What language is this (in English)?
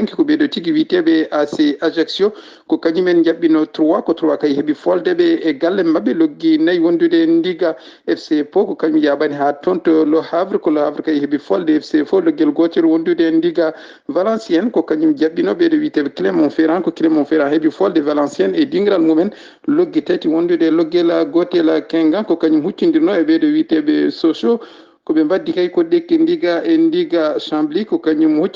Fula